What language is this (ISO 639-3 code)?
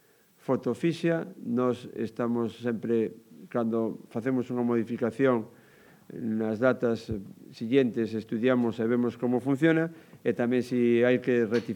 glg